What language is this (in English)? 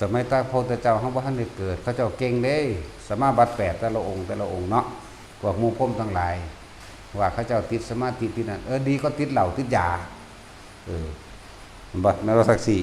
Northeastern Thai